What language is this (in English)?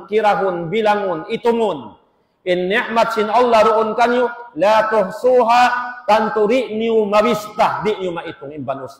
Tausug